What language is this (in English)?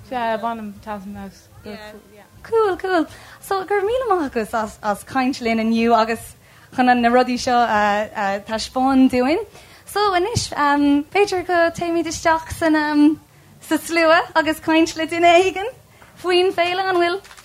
Irish